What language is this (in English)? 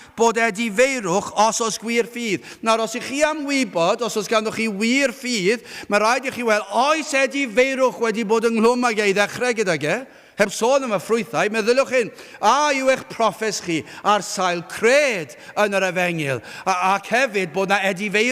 Welsh